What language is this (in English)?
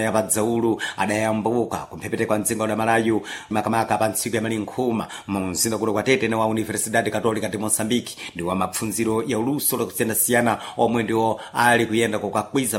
Sena